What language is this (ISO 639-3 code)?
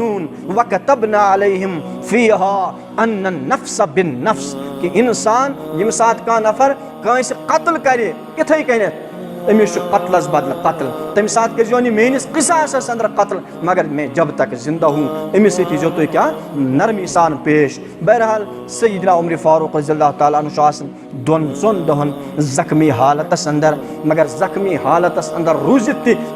kas